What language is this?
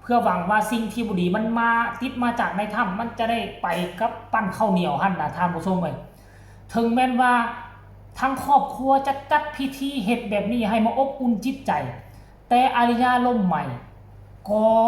Northeastern Thai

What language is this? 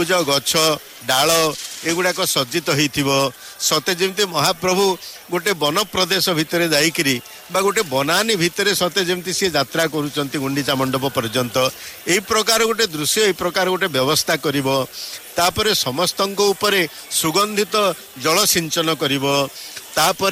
Odia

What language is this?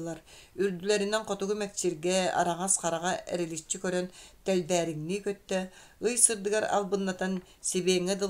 Yakut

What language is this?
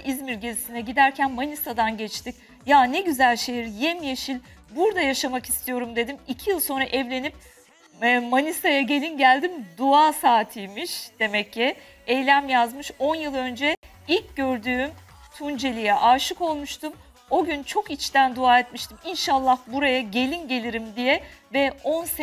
Turkish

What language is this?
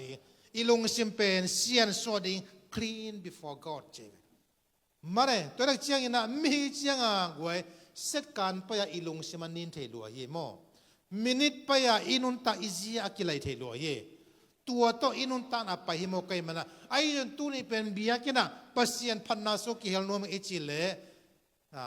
Tedim Chin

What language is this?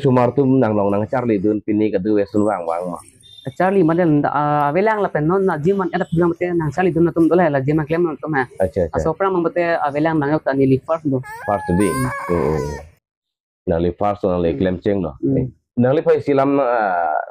Karbi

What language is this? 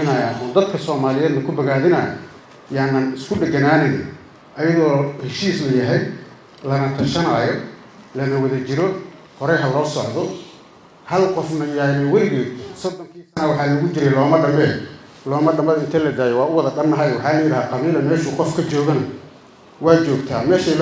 Somali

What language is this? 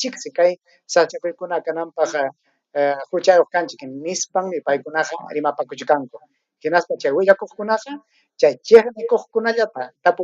Ayacucho Quechua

